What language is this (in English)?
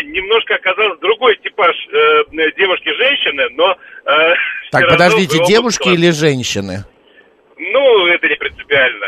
Russian